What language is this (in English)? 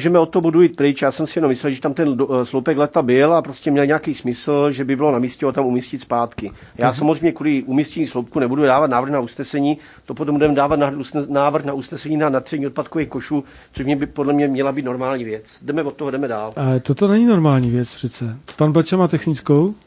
Czech